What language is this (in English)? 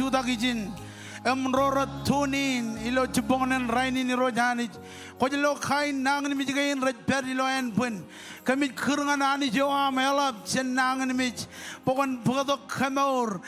Marshallese